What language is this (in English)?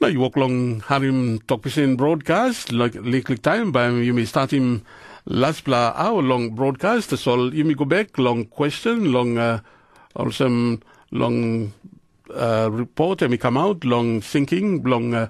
Tok Pisin